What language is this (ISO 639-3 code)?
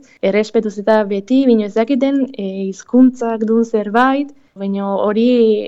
eus